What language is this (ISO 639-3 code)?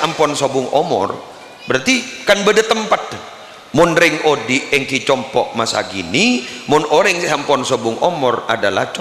mad